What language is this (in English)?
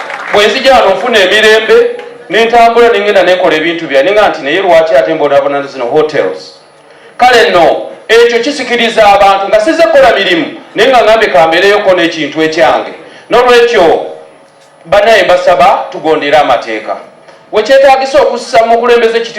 Ganda